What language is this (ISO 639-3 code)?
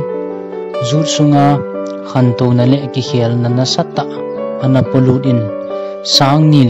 tcz